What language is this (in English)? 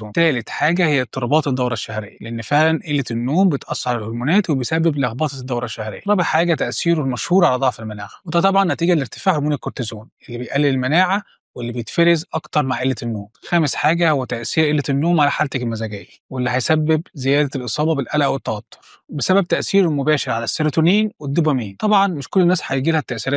Egyptian Arabic